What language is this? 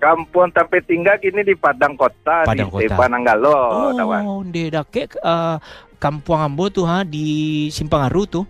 Minangkabau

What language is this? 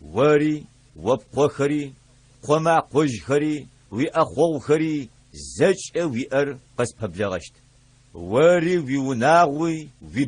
Adyghe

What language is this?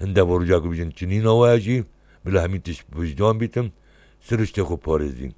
Kurdish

